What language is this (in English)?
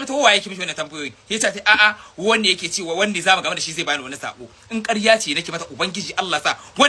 Hausa